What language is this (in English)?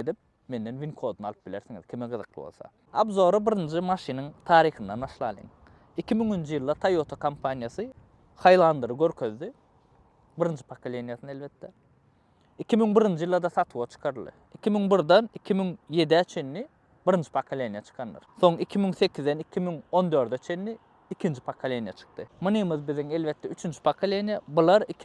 Turkmen